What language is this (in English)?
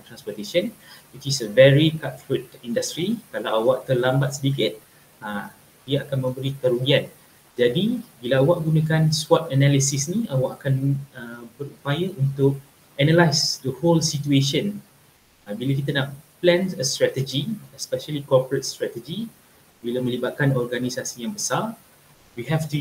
Malay